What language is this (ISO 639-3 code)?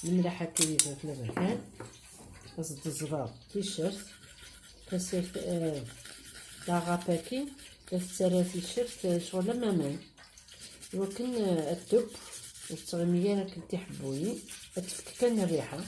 kab